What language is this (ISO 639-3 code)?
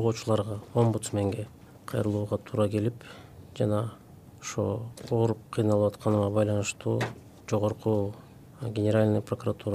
kir